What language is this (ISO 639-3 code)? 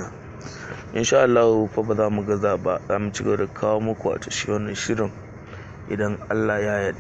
hau